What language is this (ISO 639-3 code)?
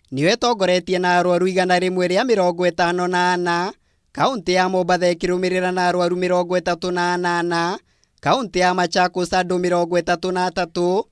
kik